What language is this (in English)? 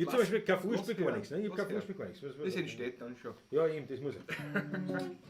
Bavarian